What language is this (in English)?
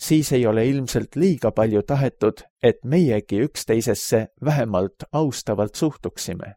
Estonian